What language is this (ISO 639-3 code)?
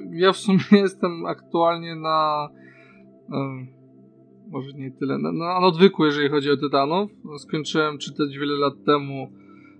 pol